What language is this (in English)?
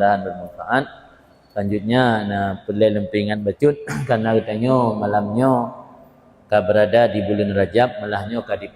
Achinese